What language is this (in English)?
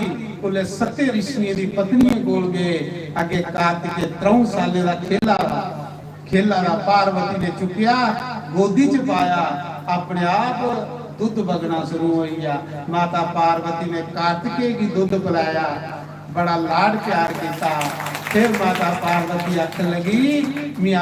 Dogri